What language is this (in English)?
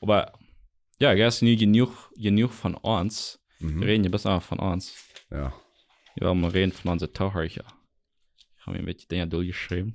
Plautdietsch